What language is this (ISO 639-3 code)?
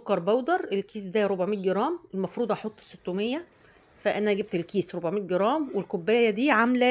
arz